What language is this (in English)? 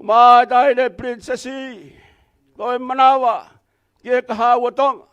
Tongan